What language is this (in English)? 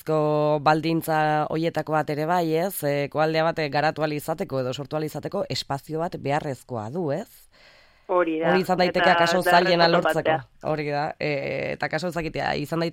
Basque